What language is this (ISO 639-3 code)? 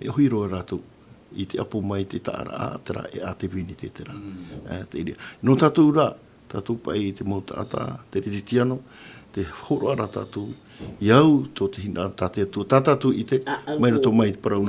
tah